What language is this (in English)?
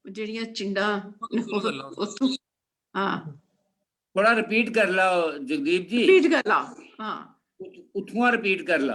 Dogri